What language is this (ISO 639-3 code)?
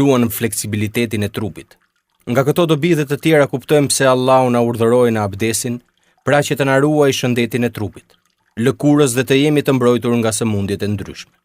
sqi